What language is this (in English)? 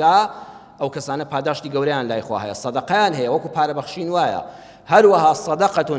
Central Kurdish